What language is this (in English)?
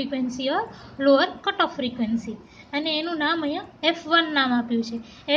Gujarati